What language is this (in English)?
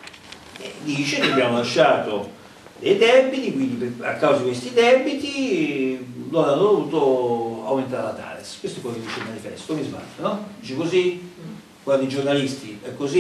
Italian